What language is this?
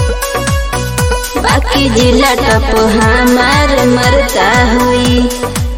Bhojpuri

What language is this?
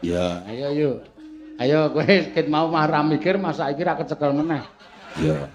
Javanese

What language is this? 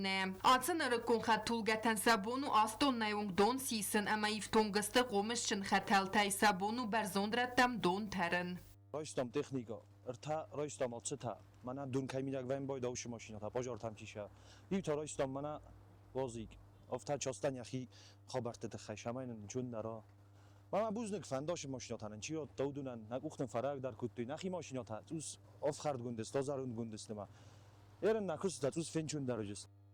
Ossetic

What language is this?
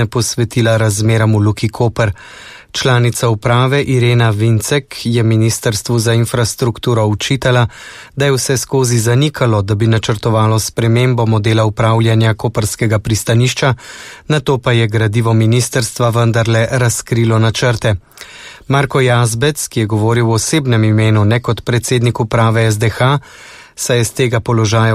Slovenian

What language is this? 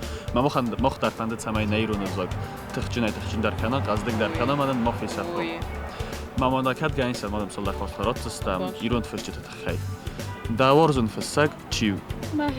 Ossetic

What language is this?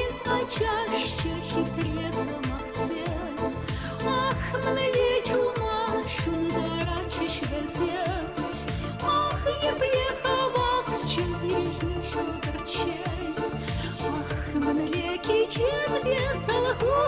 Chuvash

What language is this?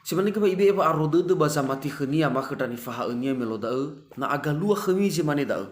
Nias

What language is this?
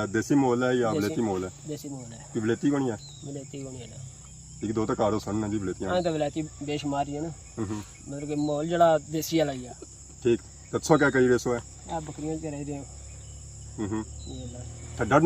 Pahari-Potwari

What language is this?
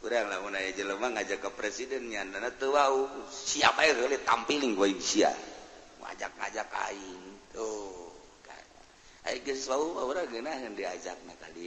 Sundanese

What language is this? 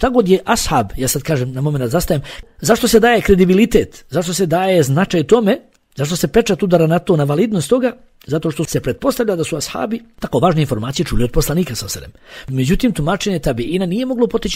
Bosnian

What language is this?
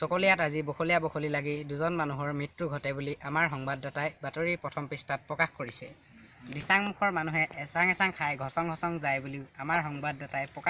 Assamese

